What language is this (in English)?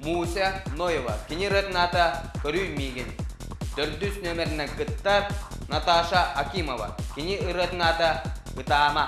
Yakut